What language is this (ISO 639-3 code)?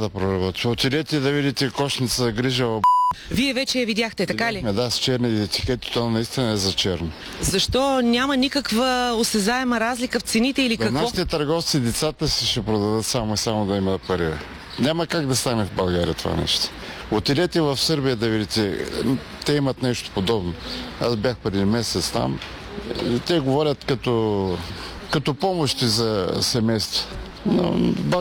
bul